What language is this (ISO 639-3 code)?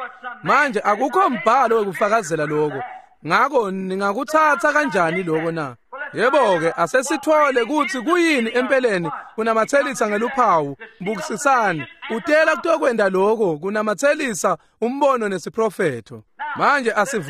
ssw